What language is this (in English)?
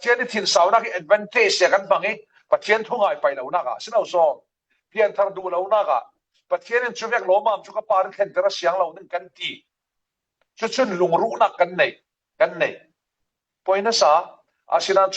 Falam Chin